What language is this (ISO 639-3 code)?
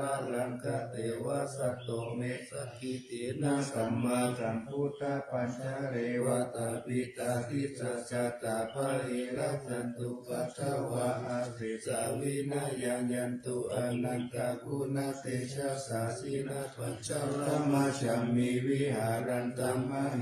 pli